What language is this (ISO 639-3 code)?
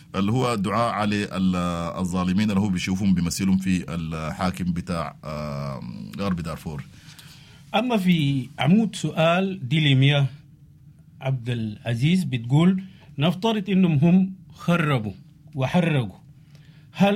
apd